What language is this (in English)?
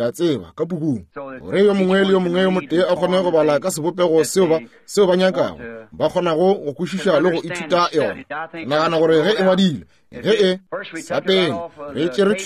Northern Sotho